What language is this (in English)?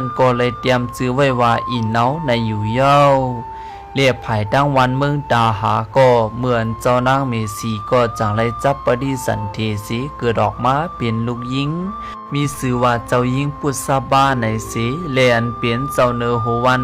Shan